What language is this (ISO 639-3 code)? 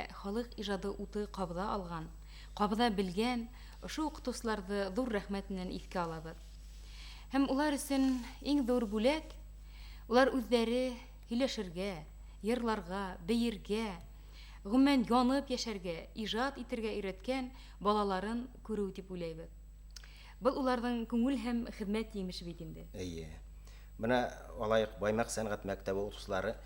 bak